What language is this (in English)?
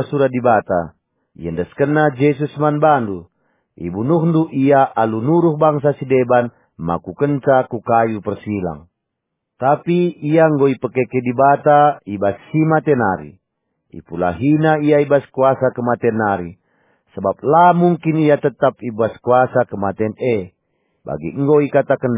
Batak Karo